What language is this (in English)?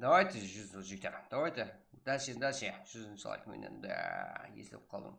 Kara-Kalpak